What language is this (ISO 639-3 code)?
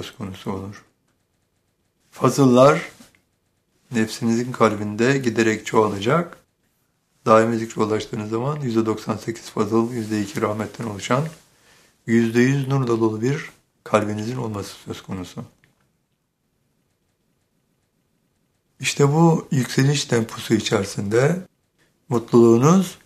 tur